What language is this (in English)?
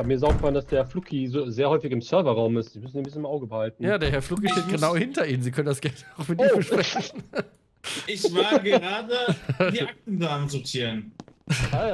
German